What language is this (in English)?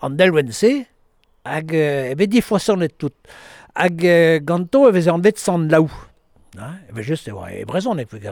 Breton